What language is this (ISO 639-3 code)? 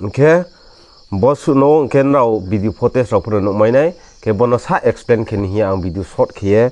ria